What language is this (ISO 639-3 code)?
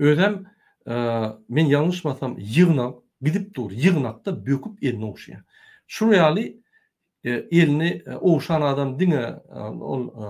tuk